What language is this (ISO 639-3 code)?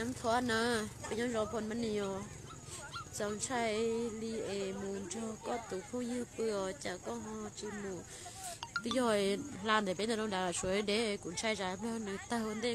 hmn